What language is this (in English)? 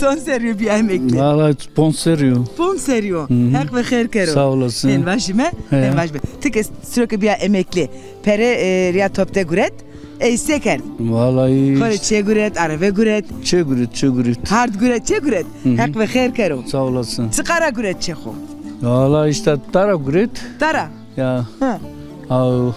Zaza